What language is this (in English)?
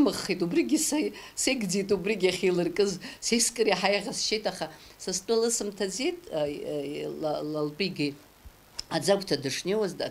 Abkhazian